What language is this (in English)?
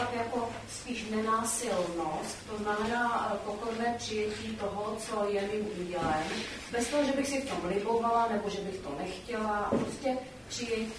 Czech